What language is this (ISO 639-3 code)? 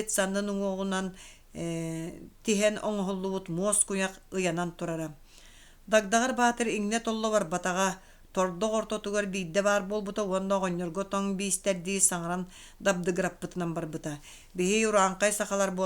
sah